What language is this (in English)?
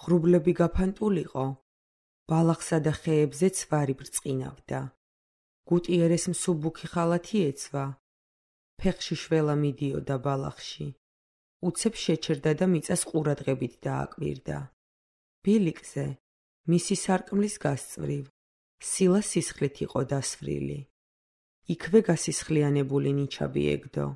Georgian